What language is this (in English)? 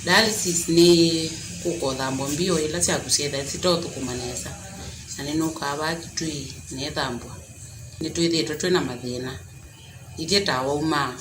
Kamba